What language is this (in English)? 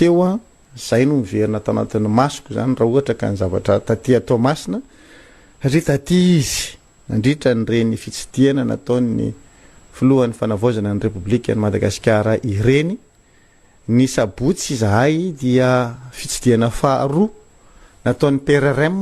Malagasy